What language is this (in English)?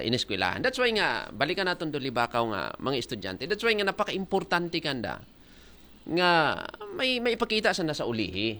Aklanon